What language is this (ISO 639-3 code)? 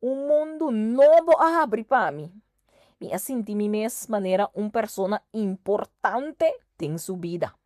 pap